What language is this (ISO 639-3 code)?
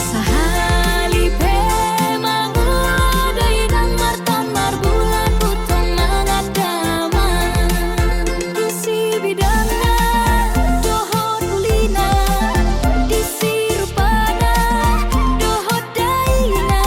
bbc